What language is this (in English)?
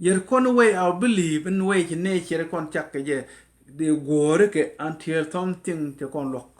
Nuer